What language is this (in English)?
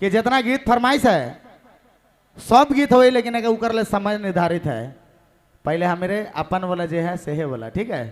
Sadri